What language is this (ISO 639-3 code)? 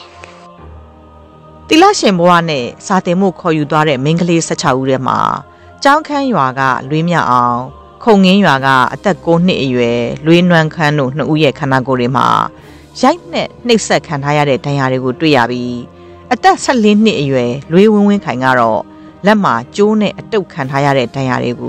mya